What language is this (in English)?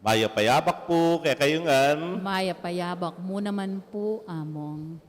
Pampanga